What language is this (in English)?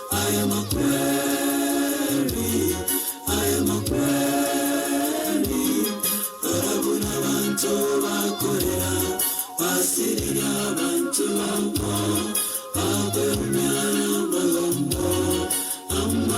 Gusii